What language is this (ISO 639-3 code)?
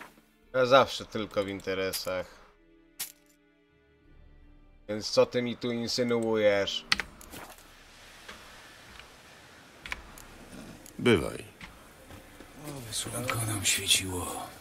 pol